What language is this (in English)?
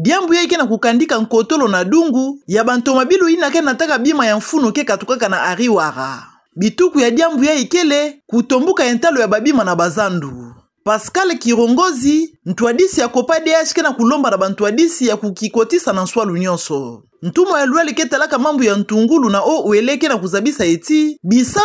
Kituba (Democratic Republic of Congo)